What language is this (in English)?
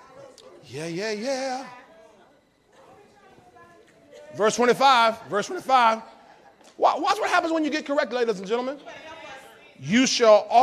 English